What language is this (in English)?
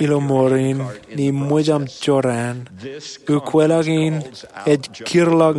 Marshallese